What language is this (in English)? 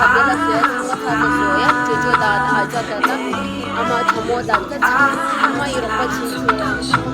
Tibetan